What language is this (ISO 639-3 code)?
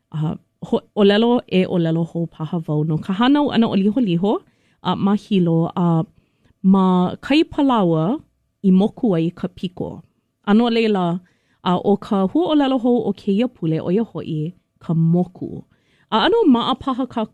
haw